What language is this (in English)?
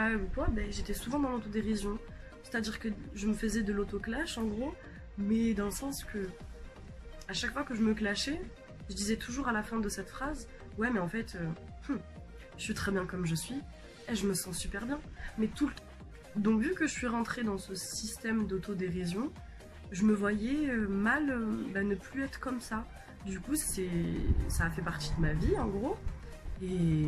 French